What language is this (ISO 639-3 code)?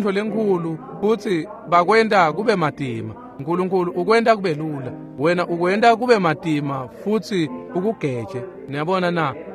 ssw